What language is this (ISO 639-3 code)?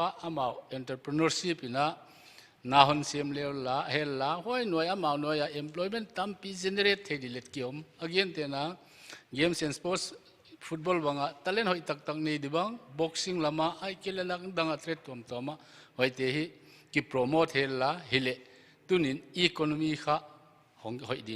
pck